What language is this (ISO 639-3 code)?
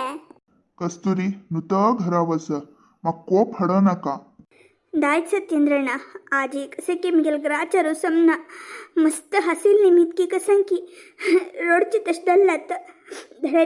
kok